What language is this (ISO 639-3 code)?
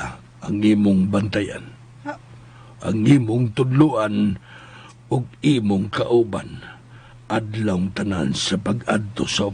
ceb